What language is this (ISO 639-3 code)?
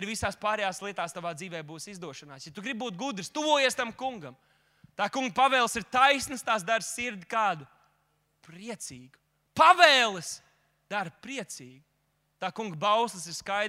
lav